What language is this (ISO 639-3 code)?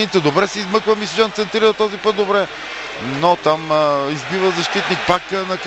bul